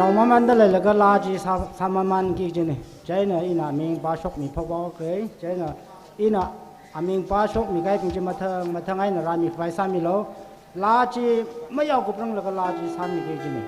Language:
Tangkhul Naga (India)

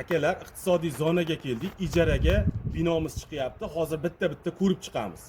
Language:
Uzbek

